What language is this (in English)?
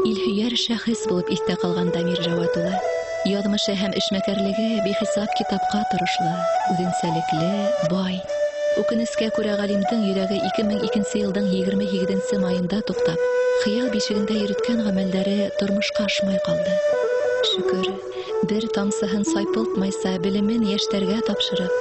Bashkir